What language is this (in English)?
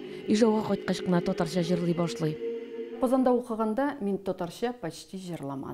Tatar